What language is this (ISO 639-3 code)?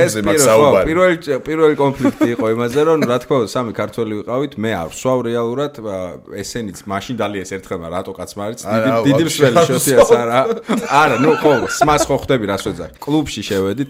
kat